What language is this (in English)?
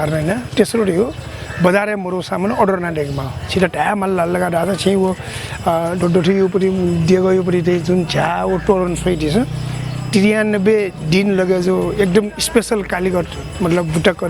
Newari